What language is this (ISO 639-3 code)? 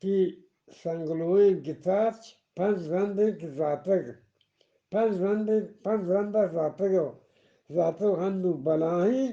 bgp